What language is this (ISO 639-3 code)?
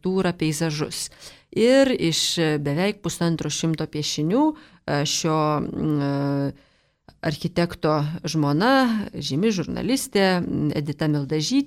lit